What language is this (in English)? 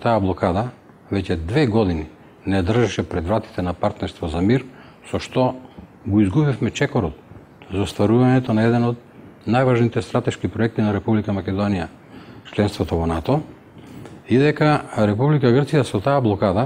Macedonian